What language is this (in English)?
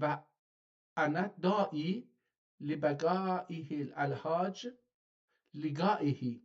South Azerbaijani